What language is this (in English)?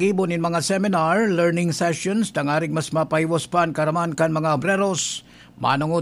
Bikol